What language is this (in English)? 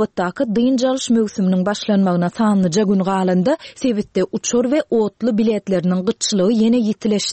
Turkmen